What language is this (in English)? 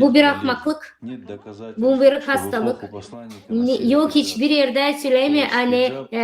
Gagauz